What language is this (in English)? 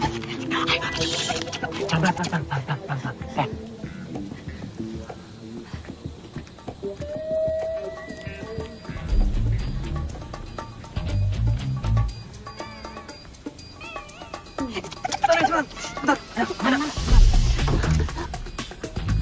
Indonesian